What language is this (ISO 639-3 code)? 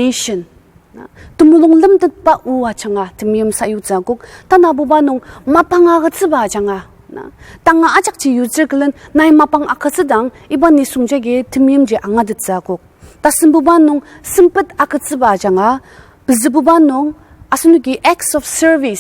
njo